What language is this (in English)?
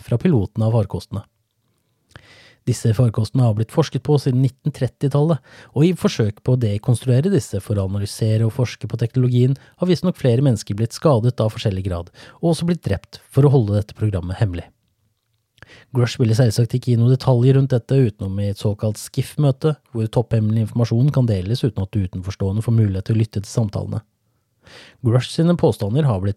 Norwegian